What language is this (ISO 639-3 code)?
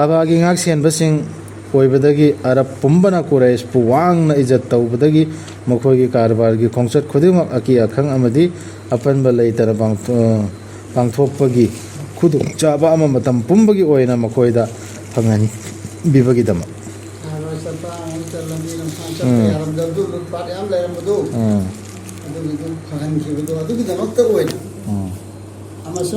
mni